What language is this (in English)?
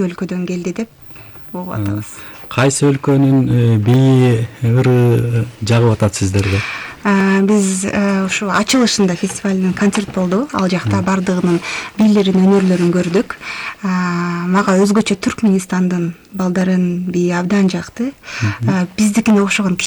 Kyrgyz